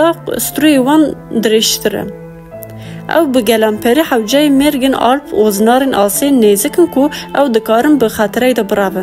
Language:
Kurdish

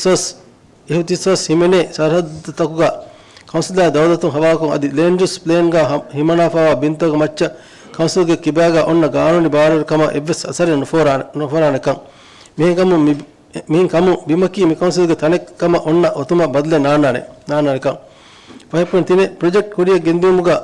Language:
Divehi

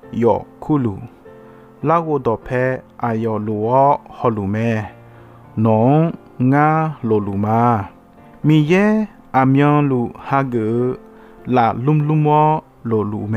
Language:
Akha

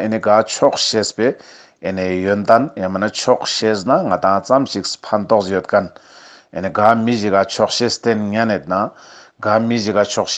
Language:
Ladakhi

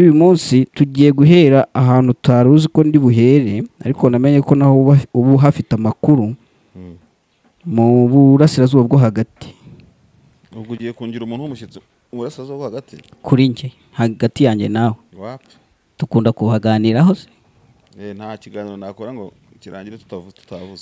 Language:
Kinyarwanda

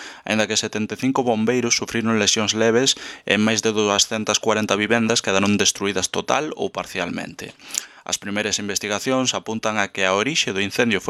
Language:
Galician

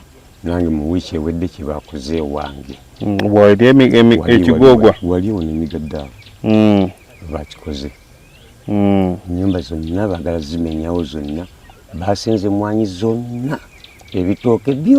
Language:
Ganda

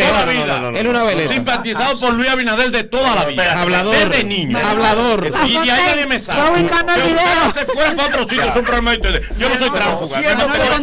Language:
Spanish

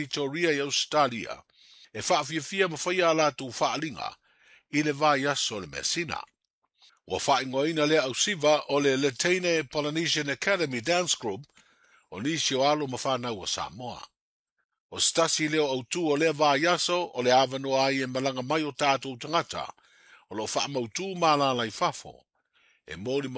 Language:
Samoan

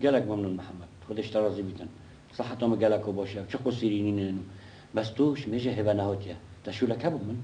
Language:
Kurdish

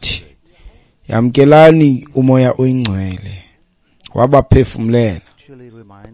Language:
Xhosa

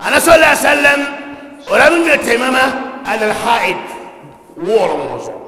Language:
Dagbani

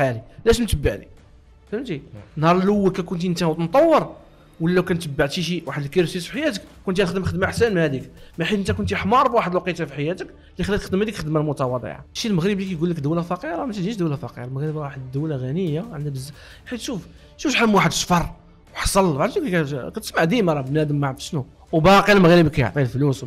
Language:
Moroccan Arabic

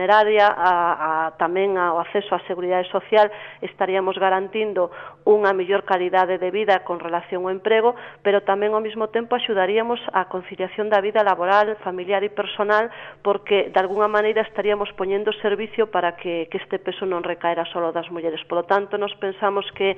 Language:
Galician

